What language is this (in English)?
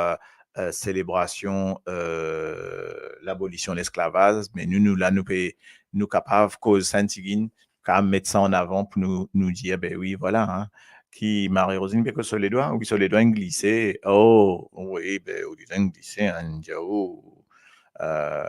Morisyen